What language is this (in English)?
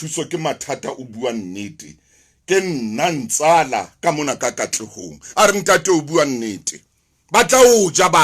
Southern Sotho